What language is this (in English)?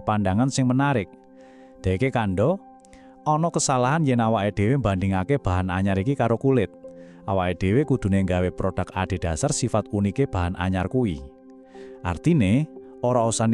Javanese